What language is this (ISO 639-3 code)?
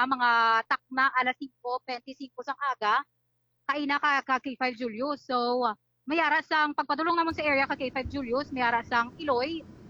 hil